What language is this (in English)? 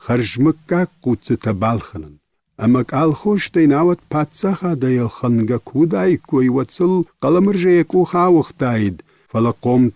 Ossetic